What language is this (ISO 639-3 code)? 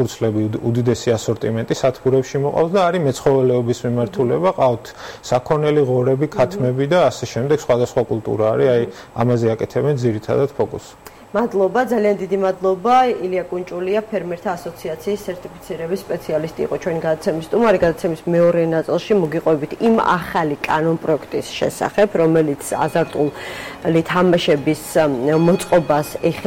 kat